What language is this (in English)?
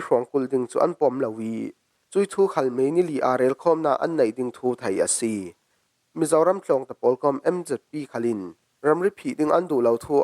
Falam Chin